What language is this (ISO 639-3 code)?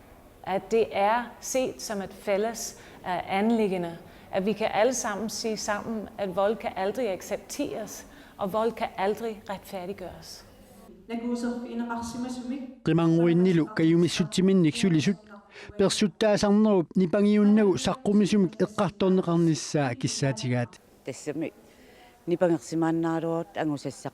kal